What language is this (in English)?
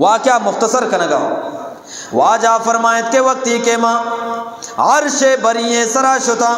Eastern Balochi